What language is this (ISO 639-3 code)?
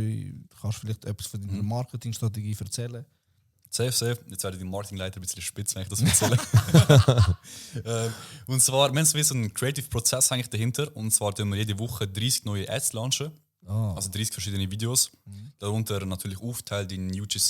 gsw